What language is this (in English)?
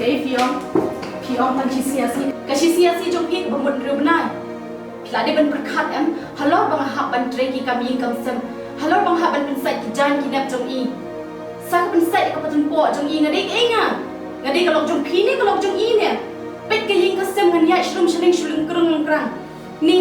Khasi